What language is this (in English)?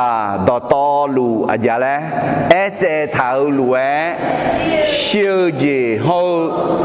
Akha